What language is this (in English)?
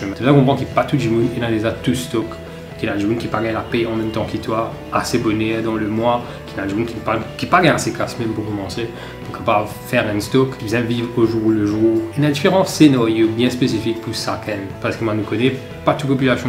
Morisyen